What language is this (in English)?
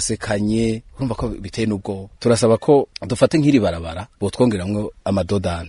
Rundi